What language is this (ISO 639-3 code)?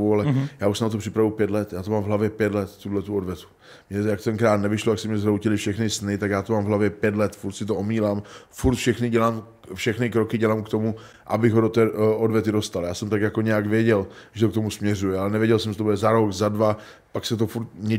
ces